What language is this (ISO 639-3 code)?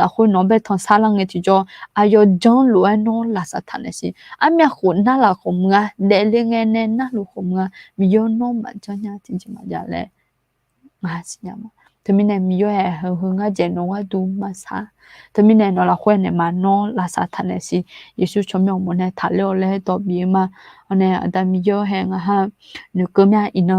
ahk